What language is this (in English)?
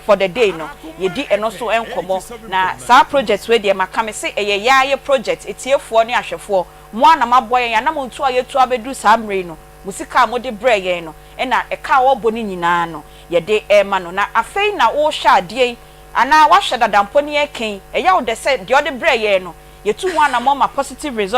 Akan